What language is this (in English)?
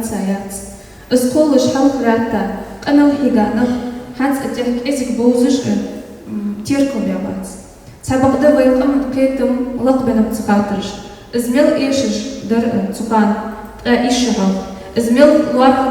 Ingush